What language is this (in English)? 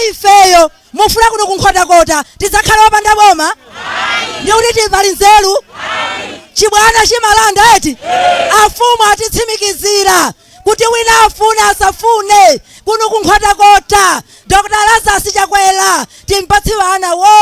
Nyanja